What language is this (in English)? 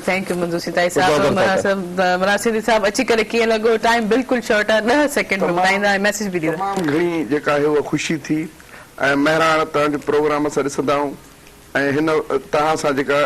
Sindhi